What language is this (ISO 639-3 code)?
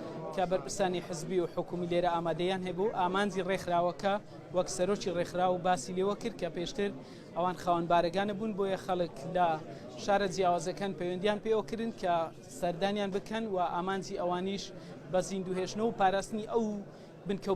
ckb